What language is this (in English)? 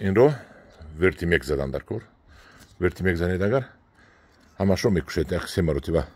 Tajik